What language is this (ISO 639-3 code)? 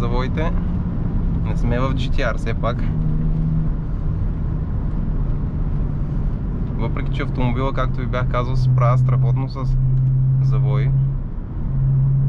bul